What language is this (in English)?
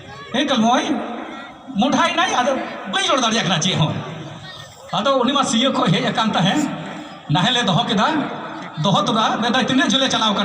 Santali